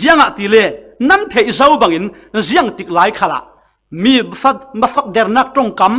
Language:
Falam Chin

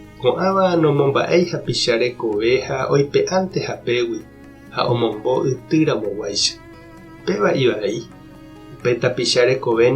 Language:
Guarani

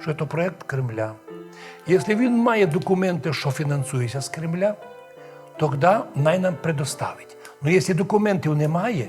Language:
Rusyn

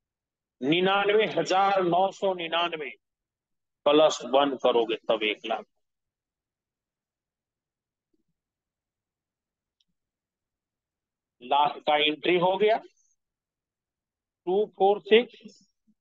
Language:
Hindi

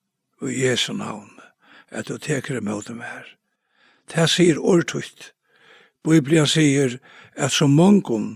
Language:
Faroese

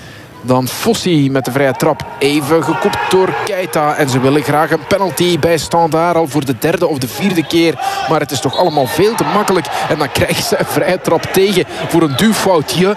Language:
Dutch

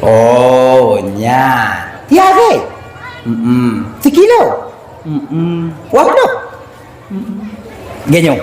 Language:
Achinese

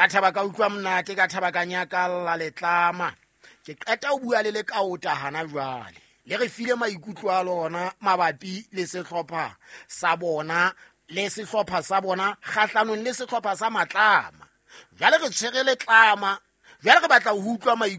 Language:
Southern Sotho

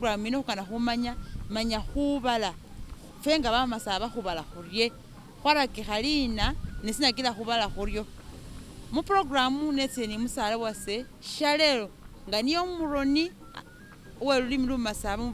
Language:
Masaaba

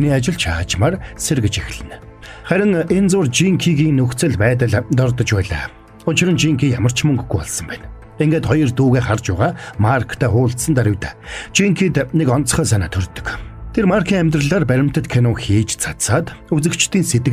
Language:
Mongolian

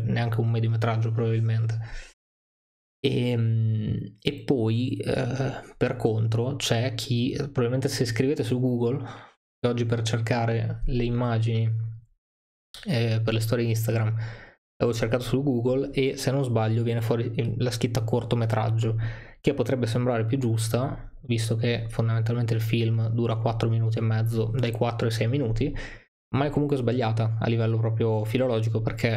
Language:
Italian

